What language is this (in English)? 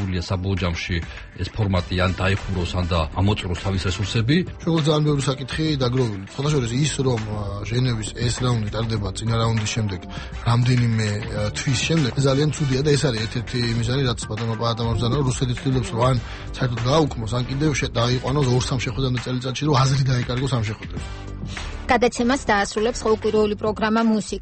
Georgian